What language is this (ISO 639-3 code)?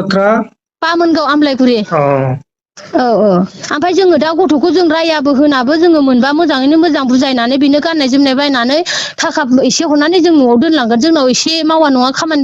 brx